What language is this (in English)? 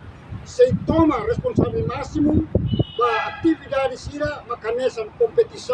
Tetum